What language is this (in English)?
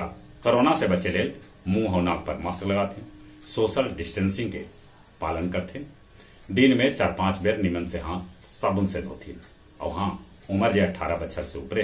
Magahi